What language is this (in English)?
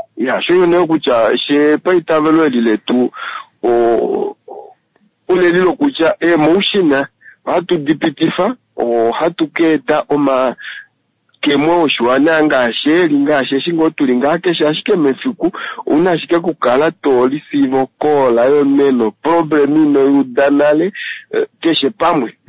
Kuanyama